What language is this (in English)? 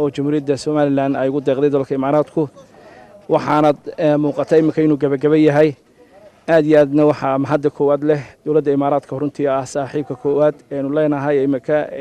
Somali